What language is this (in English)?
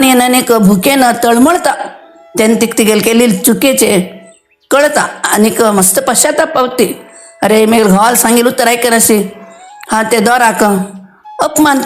Konkani